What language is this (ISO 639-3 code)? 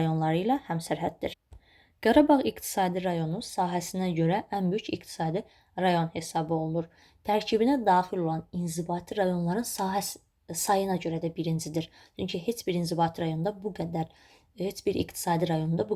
aze